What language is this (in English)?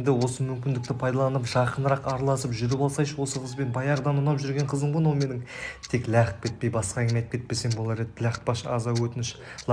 Kazakh